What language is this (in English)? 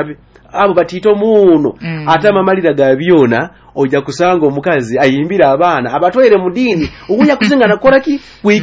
Nyoro